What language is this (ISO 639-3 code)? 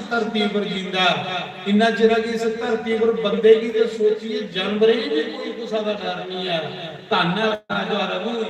doi